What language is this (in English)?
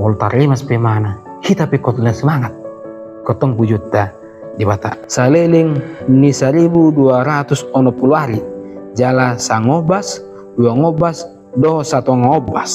Batak Toba